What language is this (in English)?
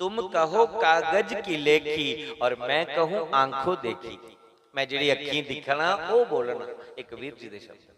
Dogri